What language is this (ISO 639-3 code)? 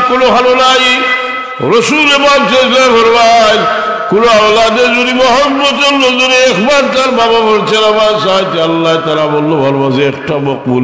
syl